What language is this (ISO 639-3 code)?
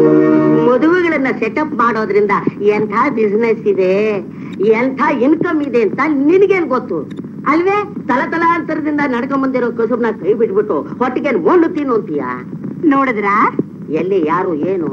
kan